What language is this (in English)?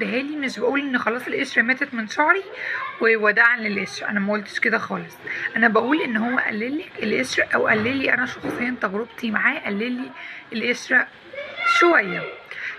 Egyptian Arabic